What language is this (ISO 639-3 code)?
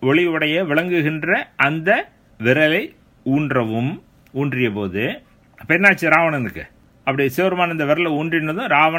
tam